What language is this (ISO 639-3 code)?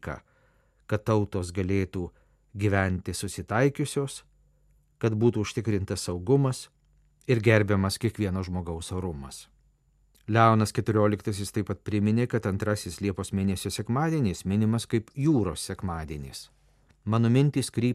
lit